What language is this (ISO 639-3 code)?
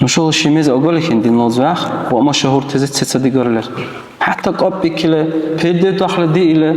dar